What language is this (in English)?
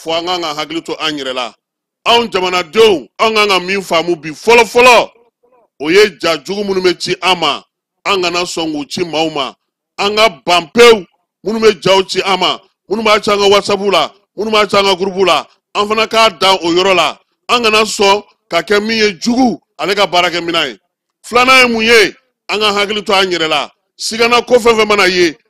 Bambara